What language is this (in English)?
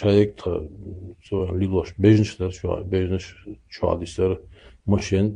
Chechen